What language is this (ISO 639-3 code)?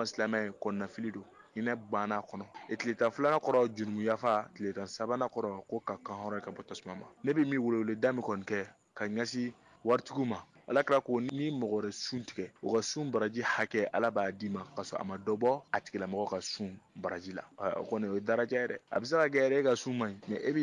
bam